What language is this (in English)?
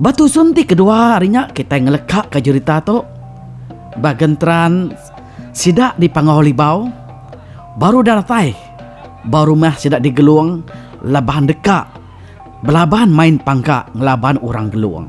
Iban